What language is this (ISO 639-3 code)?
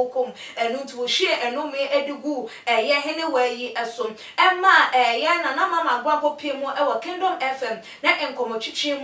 aka